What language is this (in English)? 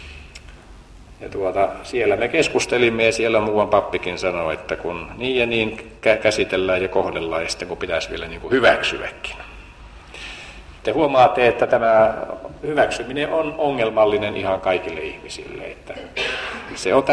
Finnish